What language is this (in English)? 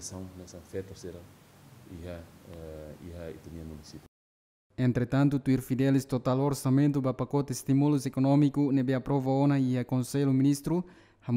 Tetum